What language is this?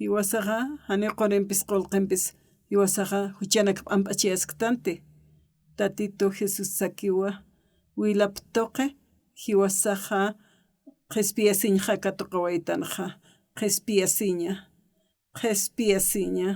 Aymara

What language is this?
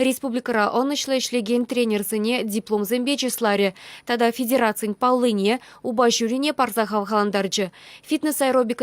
Chuvash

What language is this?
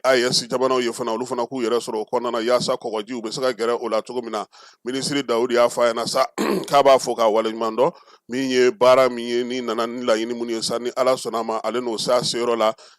Bambara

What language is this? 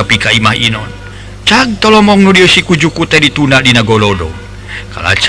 Sundanese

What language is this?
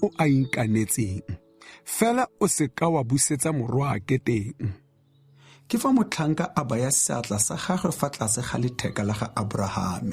Tswana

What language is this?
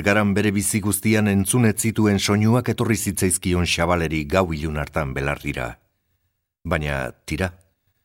Basque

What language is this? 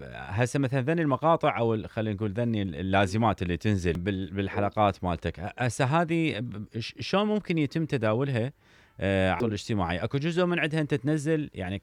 Mesopotamian Arabic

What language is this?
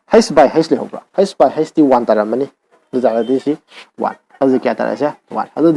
Manipuri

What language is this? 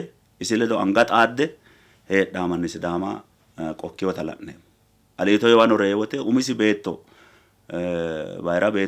Sidamo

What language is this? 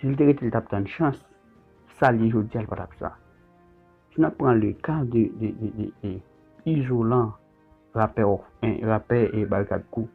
Haitian Creole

